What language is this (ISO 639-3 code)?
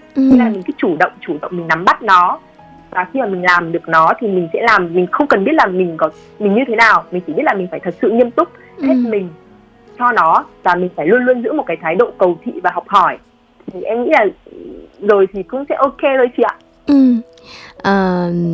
vie